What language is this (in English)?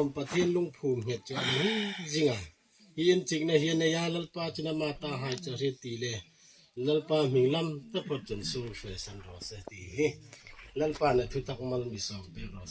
Hmar